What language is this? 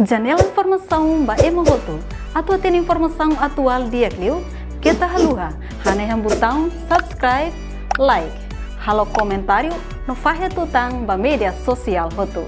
Tetum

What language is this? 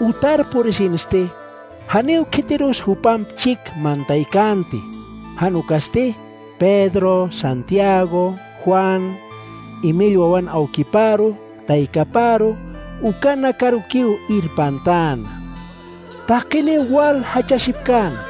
Aymara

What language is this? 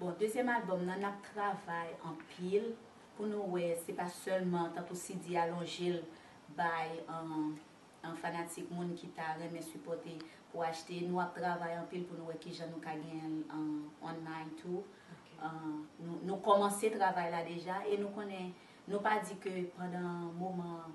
Haitian Creole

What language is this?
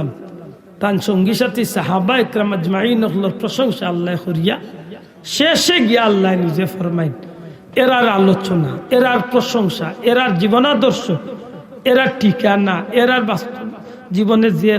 Sylheti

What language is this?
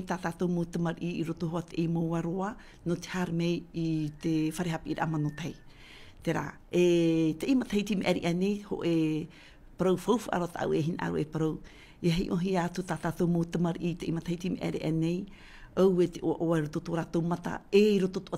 Tahitian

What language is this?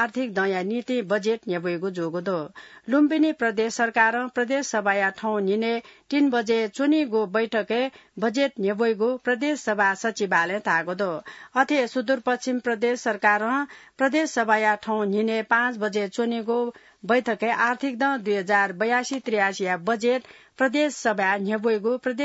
Newari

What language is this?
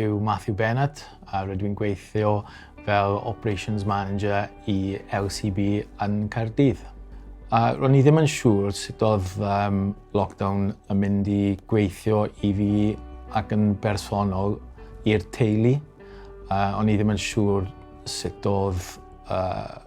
Welsh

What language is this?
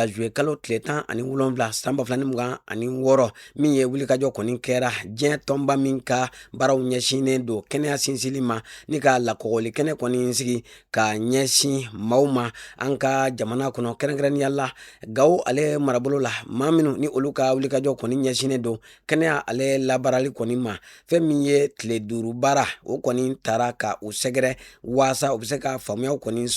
Bambara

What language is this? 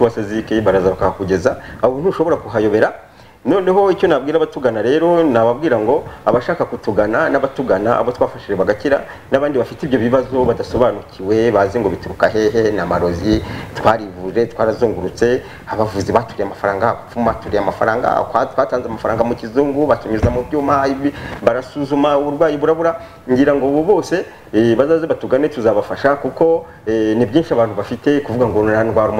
Kinyarwanda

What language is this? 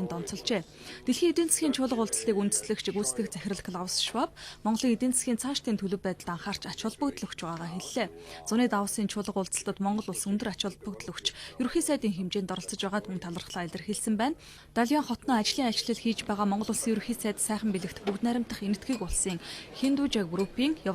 Mongolian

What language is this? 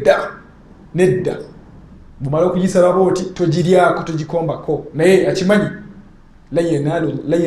Ganda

